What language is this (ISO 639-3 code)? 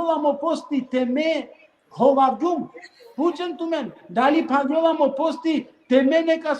rmn